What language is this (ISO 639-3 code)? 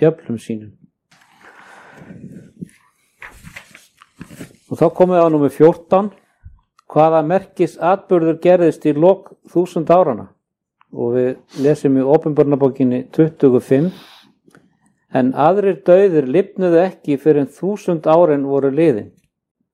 isl